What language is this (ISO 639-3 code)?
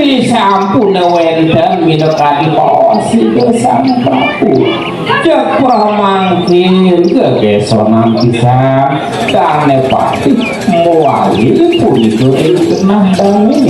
ban